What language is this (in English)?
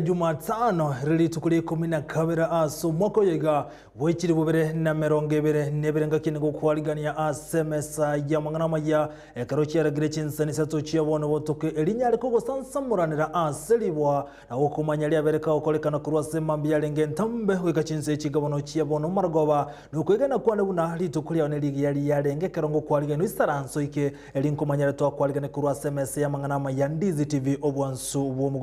Gusii